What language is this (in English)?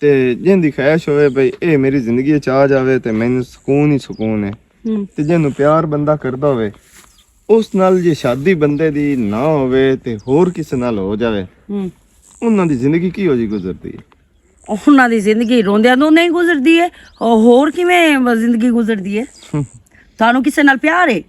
Western Panjabi